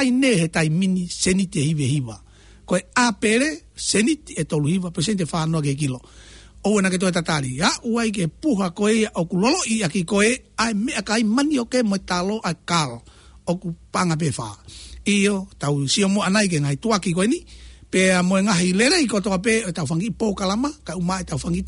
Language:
Tongan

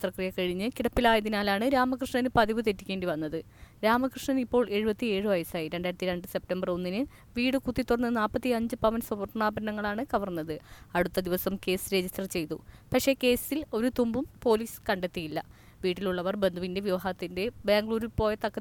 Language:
Malayalam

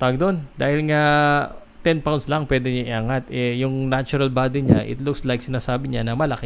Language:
Filipino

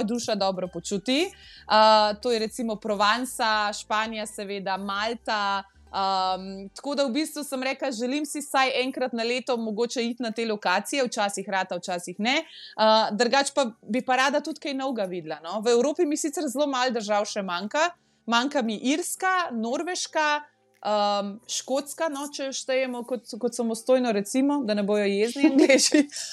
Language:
Slovenian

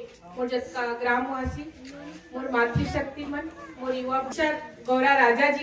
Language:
Chhattisgarhi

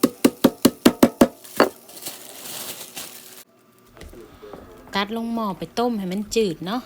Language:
Lao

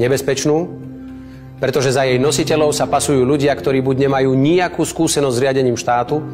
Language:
Slovak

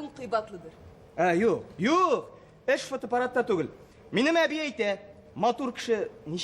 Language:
Tatar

